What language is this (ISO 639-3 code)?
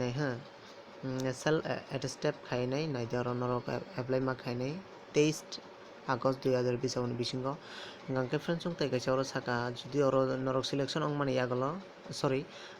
trp